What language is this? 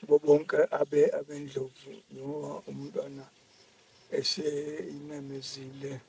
Zulu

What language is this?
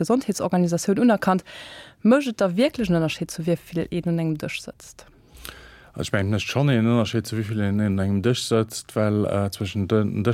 Luxembourgish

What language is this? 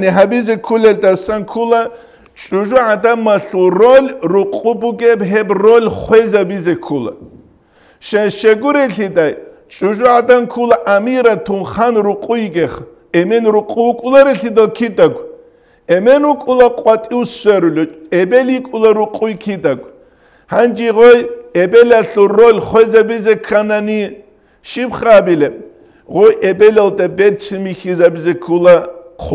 Avaric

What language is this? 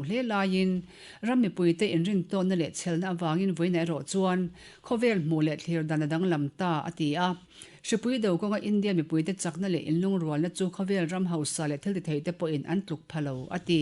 Mizo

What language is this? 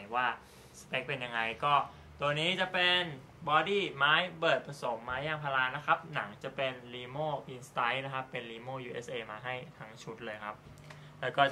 Thai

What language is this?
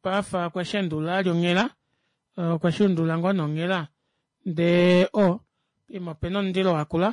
Kuanyama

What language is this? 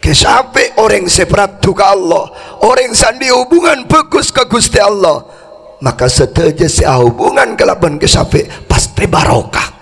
Madurese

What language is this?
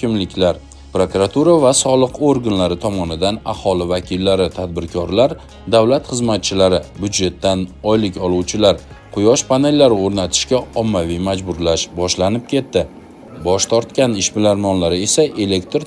Uzbek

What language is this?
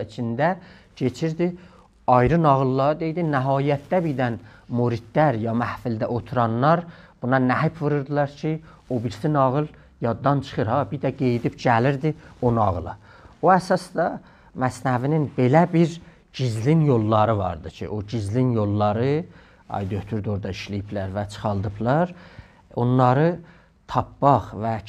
South Azerbaijani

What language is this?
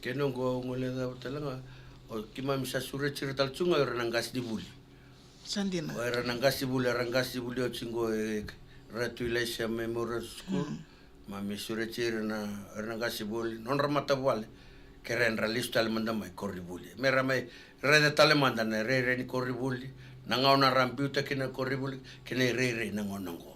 Fijian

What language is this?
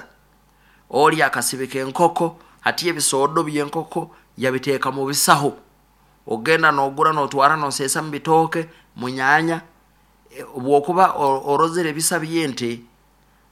Nyoro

